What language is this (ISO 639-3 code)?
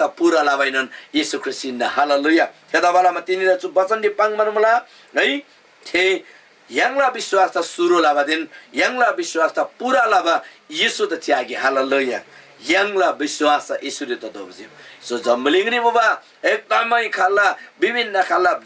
taj